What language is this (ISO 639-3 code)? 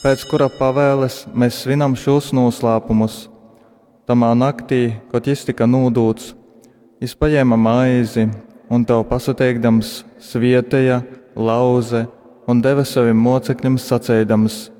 ltg